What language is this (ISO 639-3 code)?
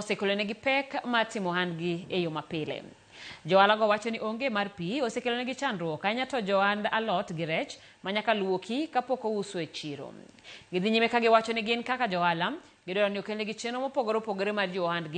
luo